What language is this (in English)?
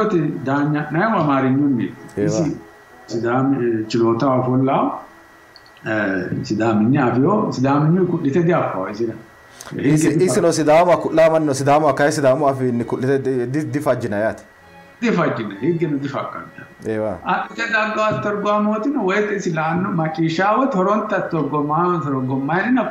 Sidamo